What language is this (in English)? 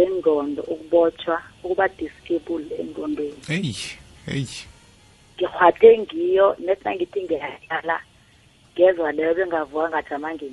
South Ndebele